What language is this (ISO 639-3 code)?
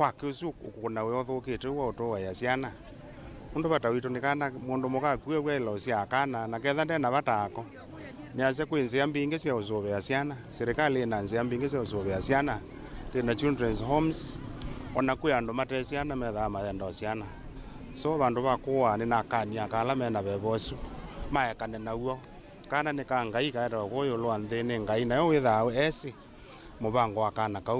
kam